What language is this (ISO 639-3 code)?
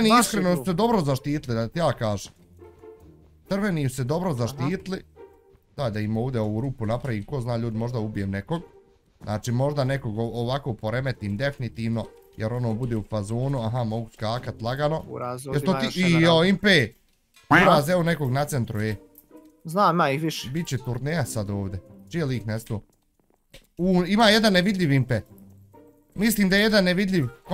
bos